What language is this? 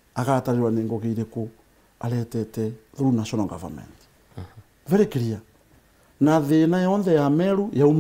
Meru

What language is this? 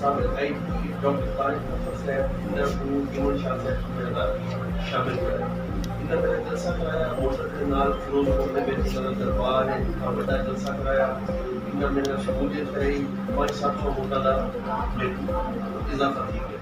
Saraiki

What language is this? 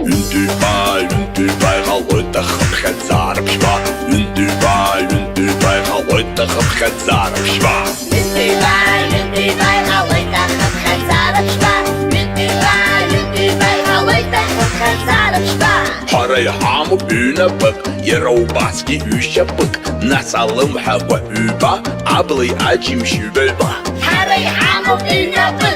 Abkhazian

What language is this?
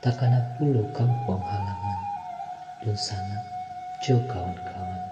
Minangkabau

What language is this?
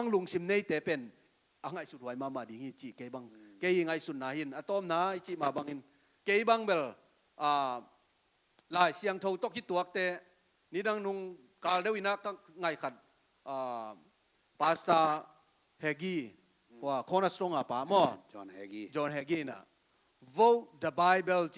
Tedim Chin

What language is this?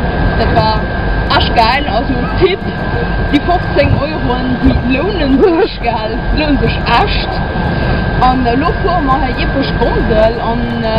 Luxembourgish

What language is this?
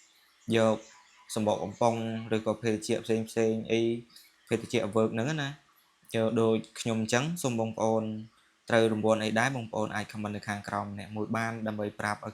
Khmer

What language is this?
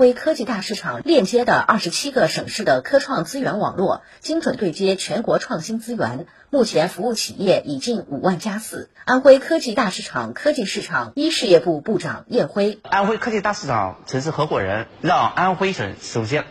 Chinese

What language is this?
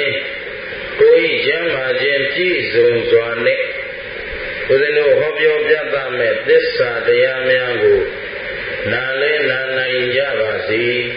Burmese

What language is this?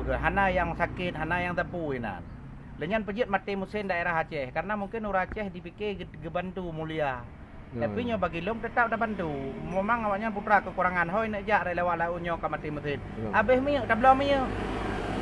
Achinese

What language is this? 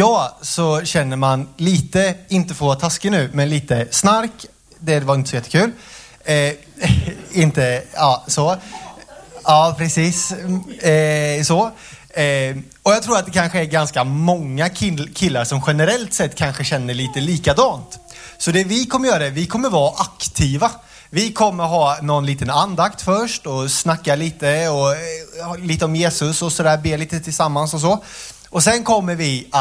Swedish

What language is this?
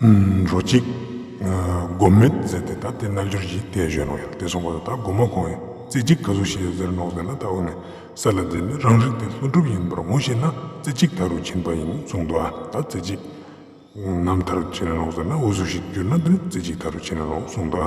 Ladakhi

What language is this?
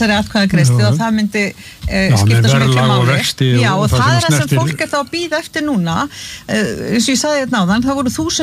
Icelandic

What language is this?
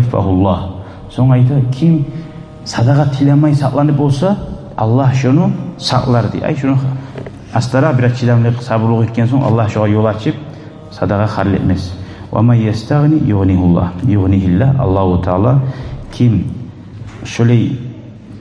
Kumyk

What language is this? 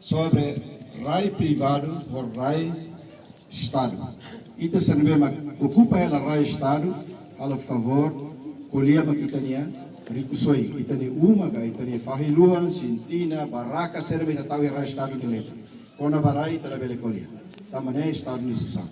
Tetum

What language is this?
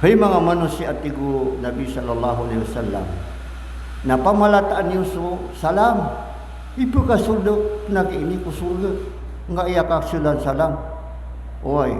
Maranao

